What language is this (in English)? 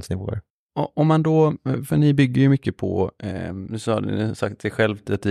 Swedish